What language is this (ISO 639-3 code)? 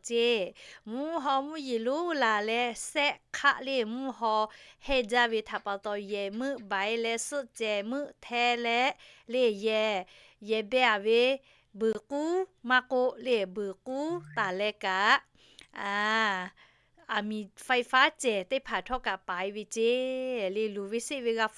lhu